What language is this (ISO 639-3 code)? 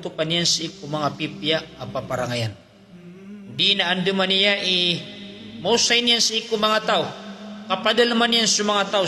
mrw